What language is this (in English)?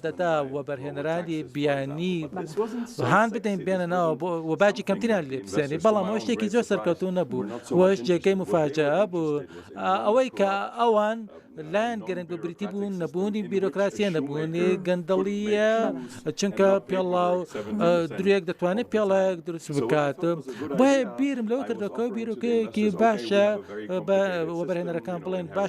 Central Kurdish